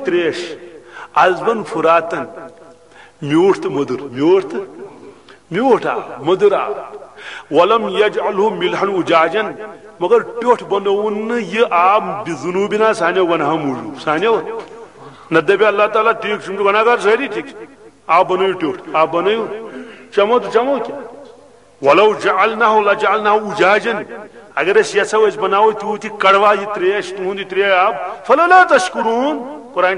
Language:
Kashmiri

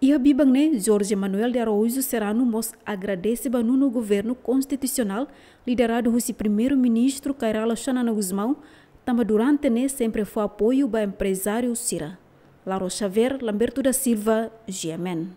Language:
Tetum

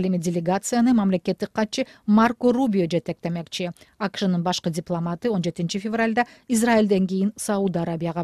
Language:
Kyrgyz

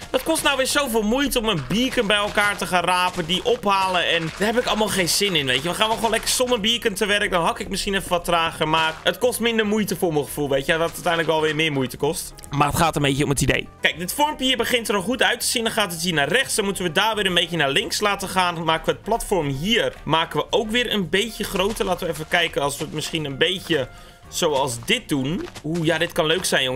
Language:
Dutch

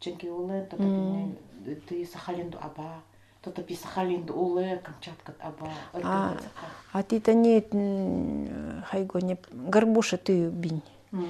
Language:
Nanai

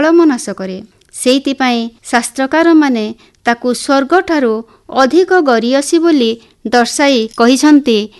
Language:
Odia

